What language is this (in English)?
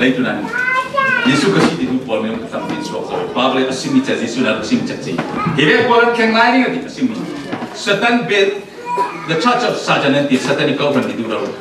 Falam Chin